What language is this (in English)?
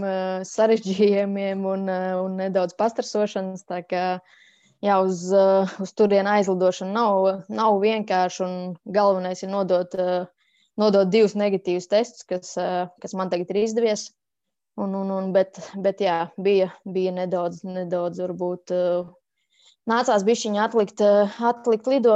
Latvian